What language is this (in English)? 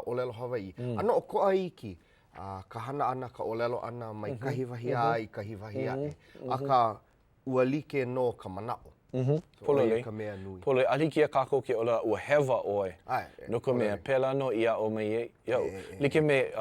Hawaiian